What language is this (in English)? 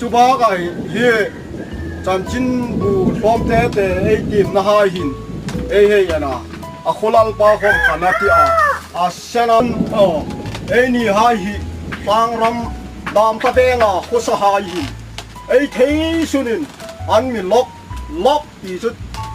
Hmar